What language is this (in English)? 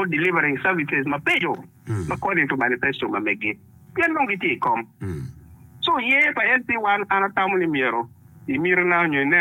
Acoli